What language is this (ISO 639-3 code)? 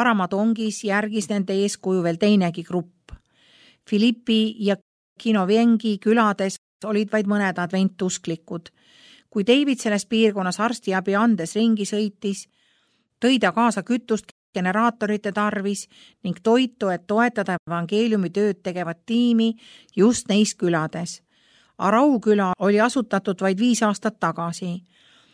est